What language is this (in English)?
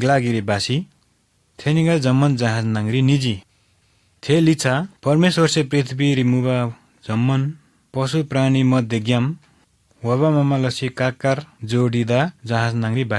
Eastern Tamang